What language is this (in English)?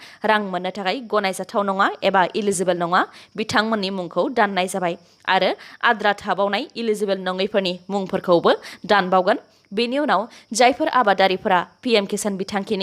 Bodo